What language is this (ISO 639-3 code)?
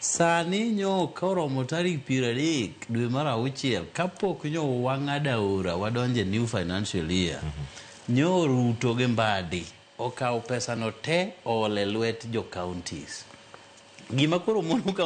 luo